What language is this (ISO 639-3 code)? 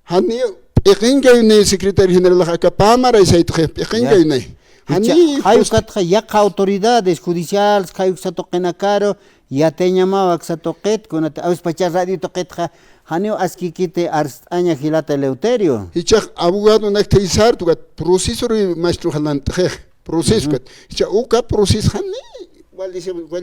aym